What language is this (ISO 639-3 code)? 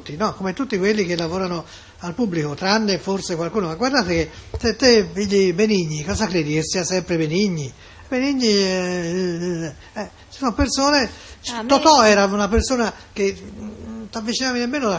ita